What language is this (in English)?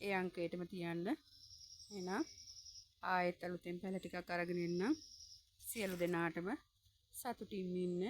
Sinhala